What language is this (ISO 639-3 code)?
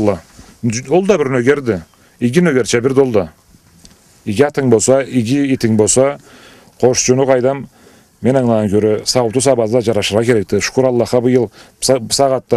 krc